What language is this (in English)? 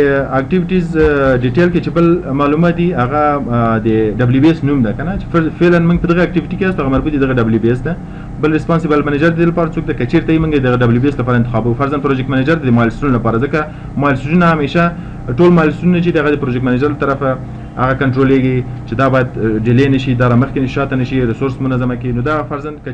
Pashto